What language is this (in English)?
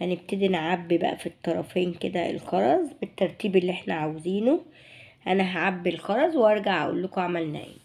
Egyptian Arabic